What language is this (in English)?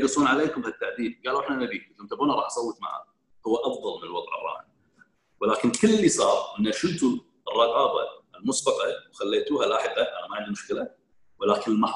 Gulf Arabic